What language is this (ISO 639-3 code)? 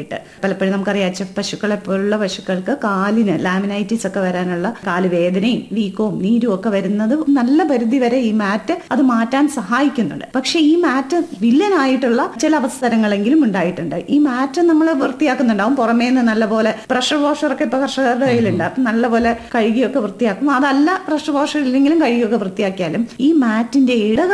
mal